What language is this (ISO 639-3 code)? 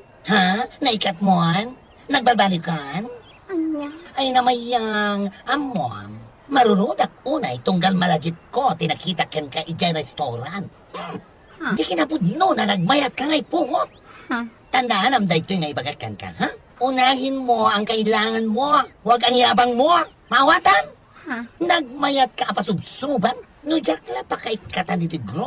ilo